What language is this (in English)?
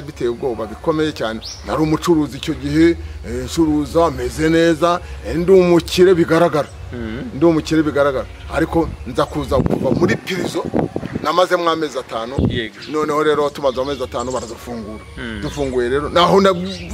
Kinyarwanda